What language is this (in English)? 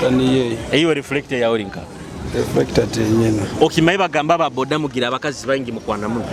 Nyoro